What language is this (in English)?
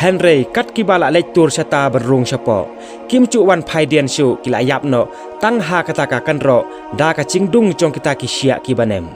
Khasi